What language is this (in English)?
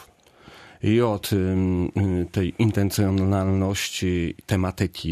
Polish